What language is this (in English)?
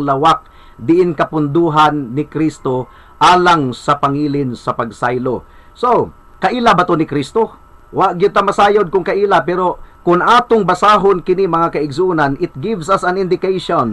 Cebuano